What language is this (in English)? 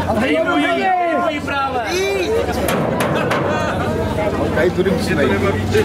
Czech